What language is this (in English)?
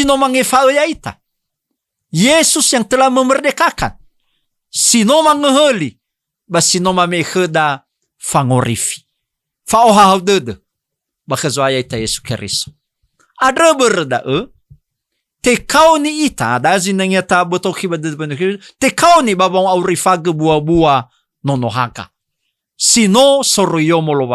Nias